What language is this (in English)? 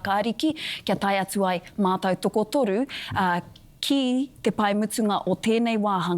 Māori